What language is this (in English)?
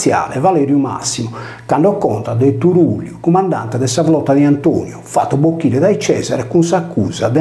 Sardinian